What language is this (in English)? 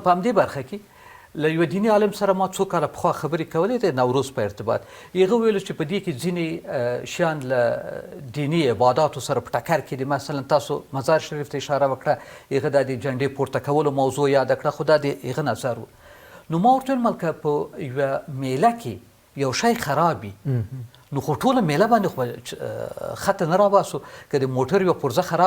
Pashto